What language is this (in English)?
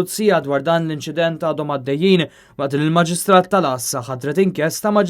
Maltese